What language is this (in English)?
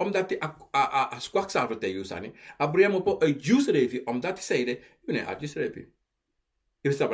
Sranan Tongo